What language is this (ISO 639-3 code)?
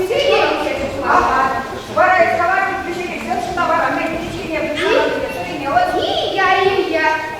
chv